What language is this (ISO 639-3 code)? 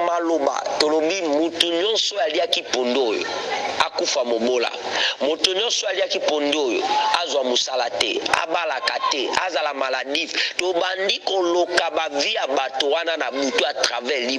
lin